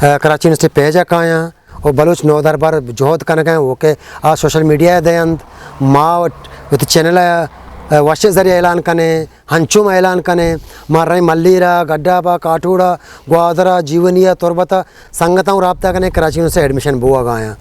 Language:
Eastern Balochi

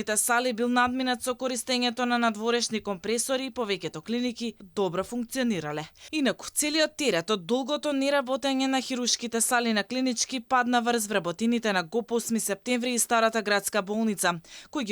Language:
Macedonian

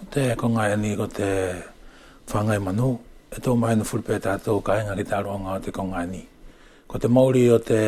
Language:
Wallisian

